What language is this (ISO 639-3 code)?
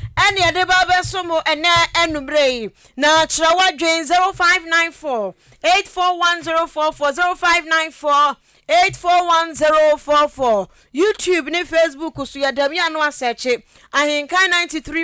aka